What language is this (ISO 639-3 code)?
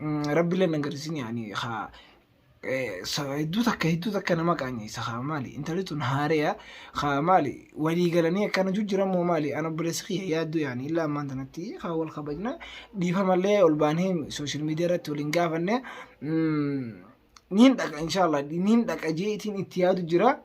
orm